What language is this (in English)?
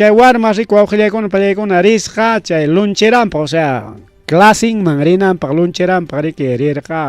Ayacucho Quechua